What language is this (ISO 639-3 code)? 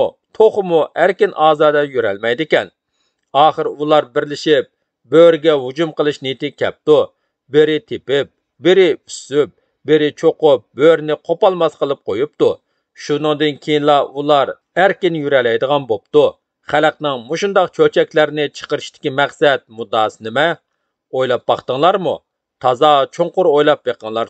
uig